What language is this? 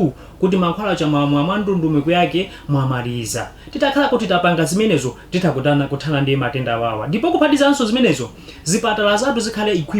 Nyanja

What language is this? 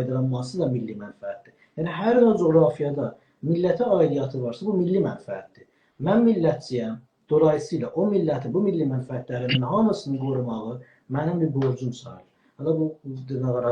South Azerbaijani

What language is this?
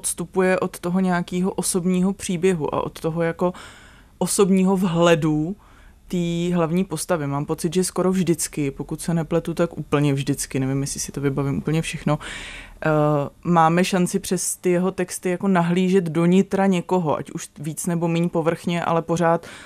Czech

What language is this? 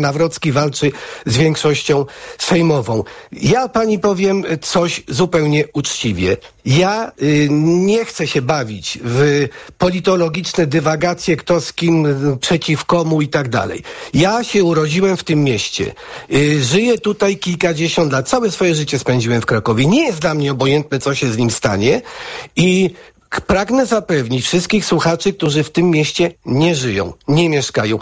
Polish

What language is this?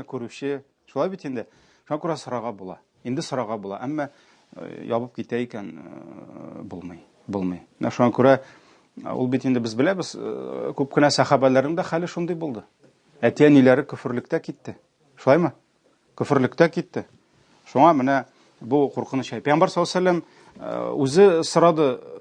Tatar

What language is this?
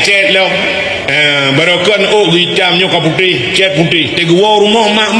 Achinese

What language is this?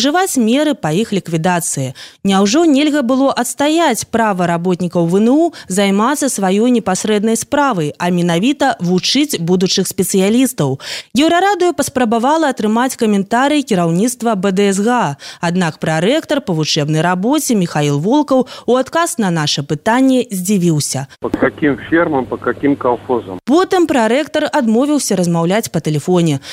Belarusian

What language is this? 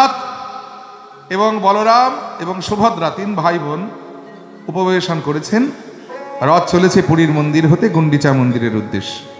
Bangla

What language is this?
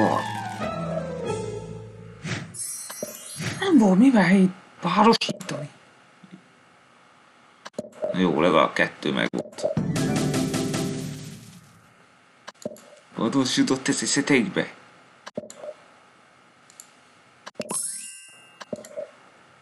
Hungarian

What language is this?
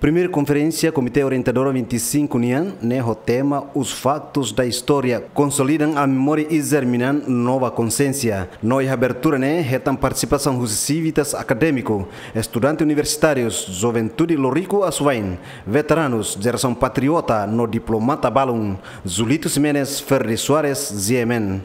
Tetum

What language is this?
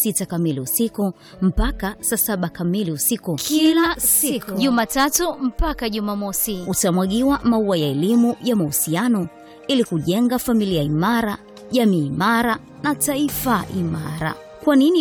Swahili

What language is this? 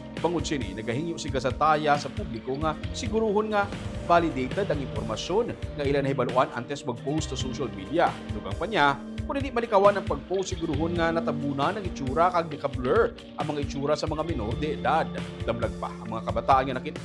Hiligaynon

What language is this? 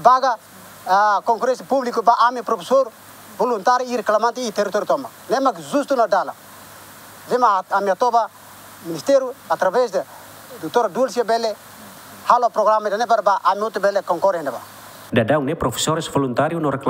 Tetum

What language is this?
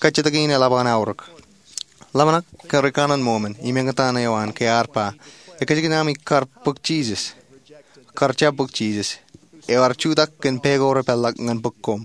Marshallese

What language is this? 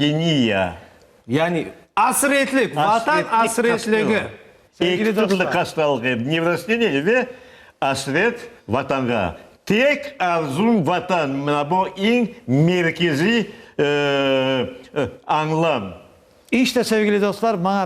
Crimean Tatar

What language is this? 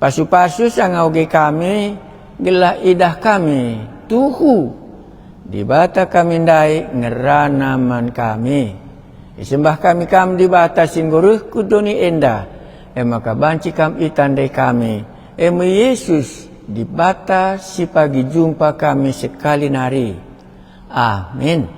Batak Karo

